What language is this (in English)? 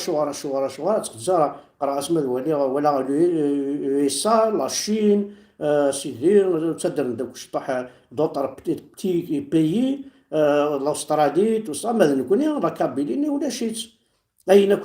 Kabyle